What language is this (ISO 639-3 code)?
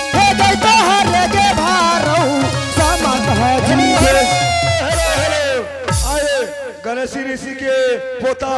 anp